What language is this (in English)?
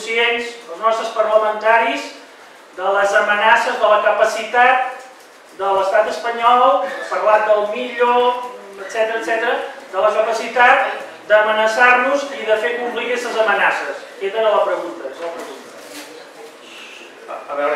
Catalan